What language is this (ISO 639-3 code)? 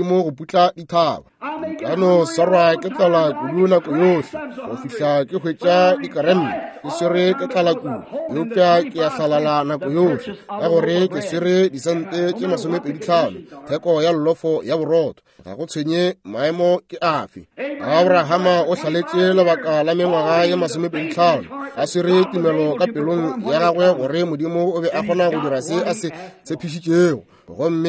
nso